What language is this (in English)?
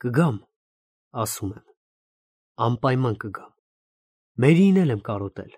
Armenian